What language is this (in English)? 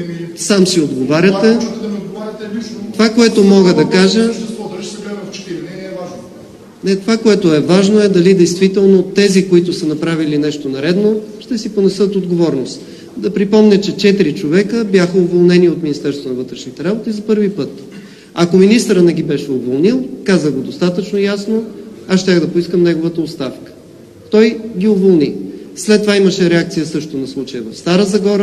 Bulgarian